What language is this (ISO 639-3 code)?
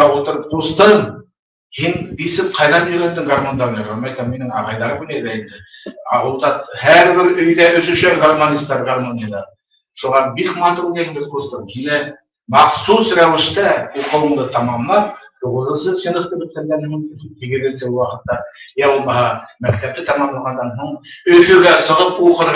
bak